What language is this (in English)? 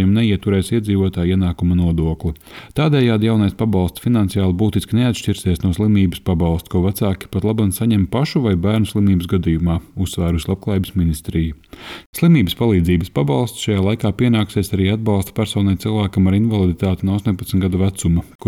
Latvian